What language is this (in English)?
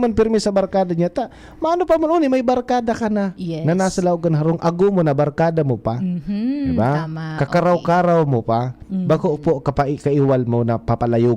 Bikol